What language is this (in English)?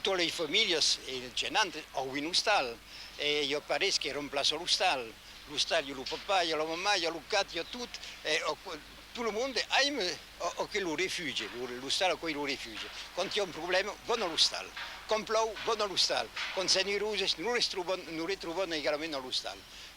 Occitan